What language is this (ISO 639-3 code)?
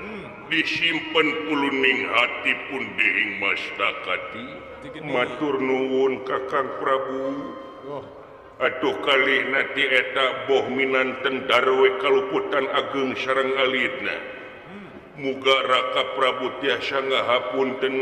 sun